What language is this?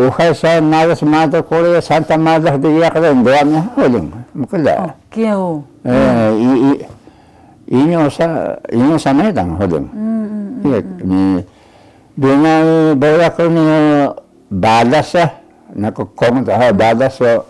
Taroko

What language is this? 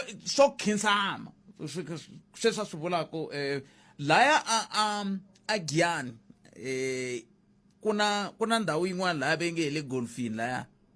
Tsonga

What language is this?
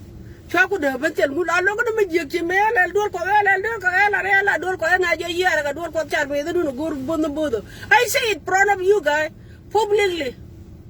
Nuer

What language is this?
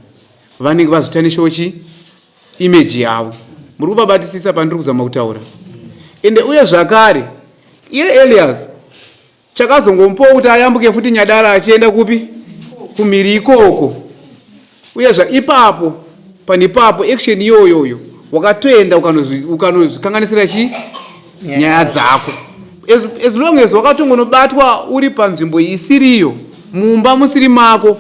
Shona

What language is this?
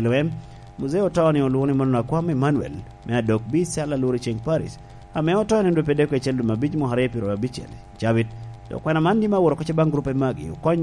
Lango (Uganda)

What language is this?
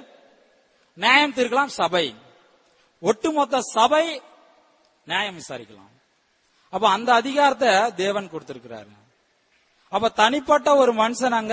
Tamil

